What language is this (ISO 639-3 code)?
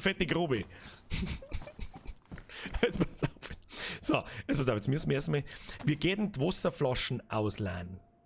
bar